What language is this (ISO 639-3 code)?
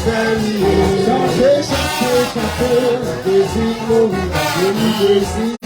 hat